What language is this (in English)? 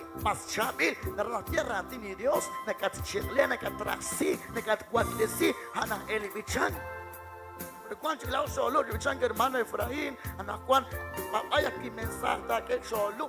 Kekchí